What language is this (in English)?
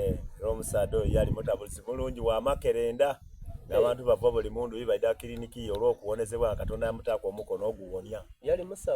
Soga